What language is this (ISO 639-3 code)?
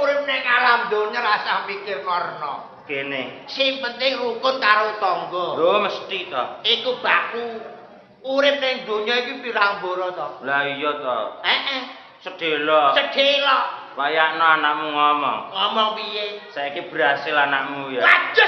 jav